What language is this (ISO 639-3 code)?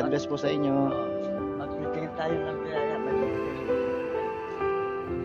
fil